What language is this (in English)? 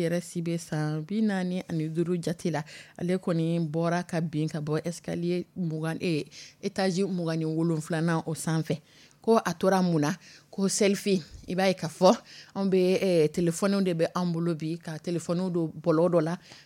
Dyula